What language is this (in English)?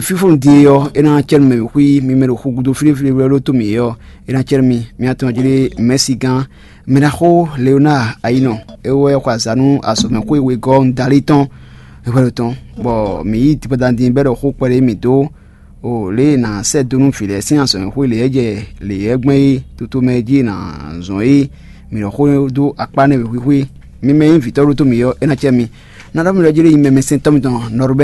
Fon